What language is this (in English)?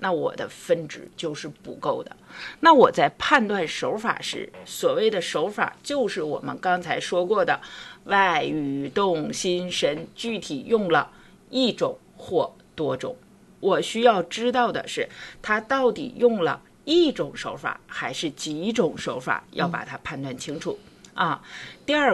Chinese